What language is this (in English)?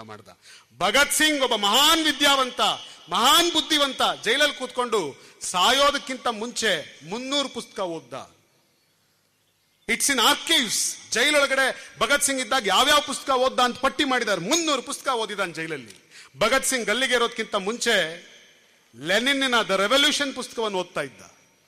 Kannada